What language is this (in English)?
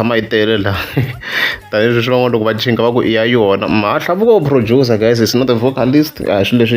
Tsonga